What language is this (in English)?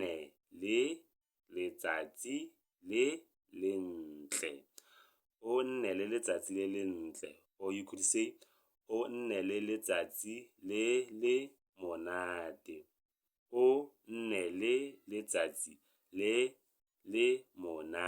Tswana